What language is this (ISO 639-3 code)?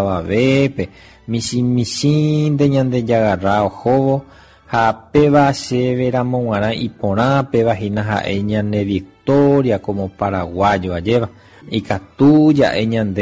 grn